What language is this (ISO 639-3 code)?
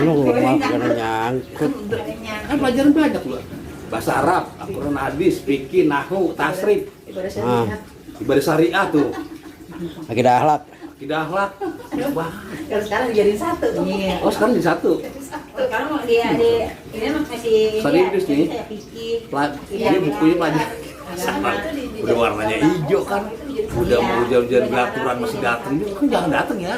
bew